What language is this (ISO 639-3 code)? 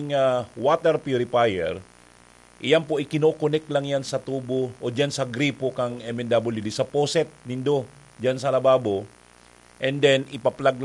bik